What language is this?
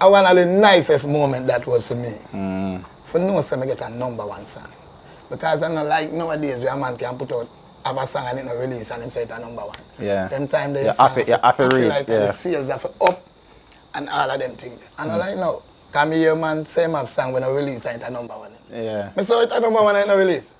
Jamaican Creole English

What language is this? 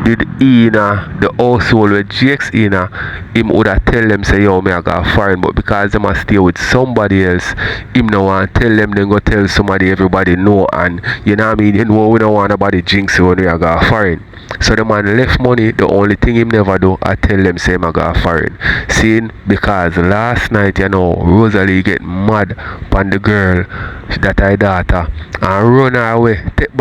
Jamaican Creole English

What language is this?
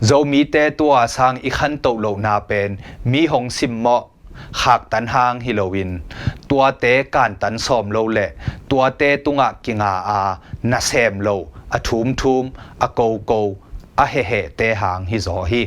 Tedim Chin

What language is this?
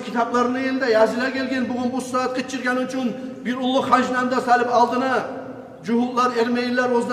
Kumyk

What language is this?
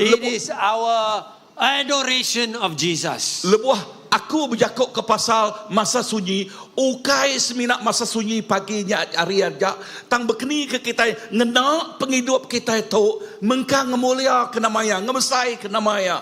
Iban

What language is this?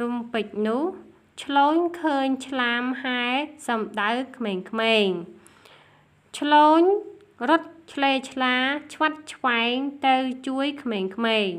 Khmer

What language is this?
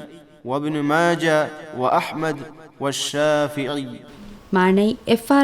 Divehi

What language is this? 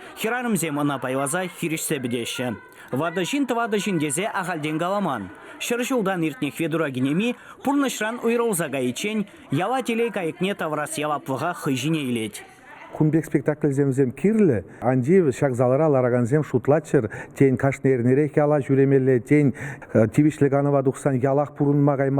Chuvash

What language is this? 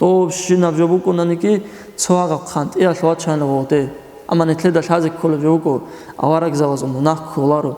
Avaric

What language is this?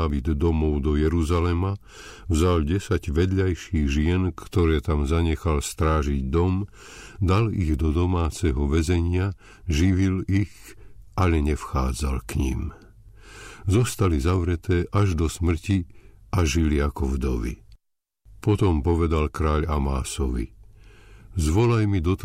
Slovak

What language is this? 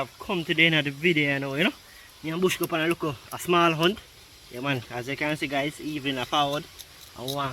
Jamaican Creole English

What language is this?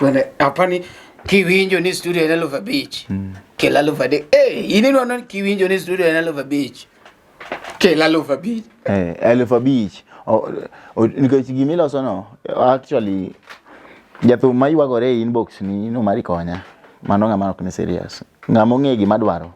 Luo (Kenya and Tanzania)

